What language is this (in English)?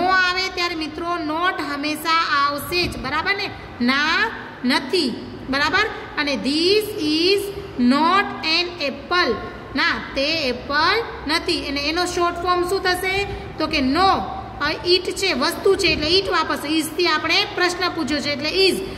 Gujarati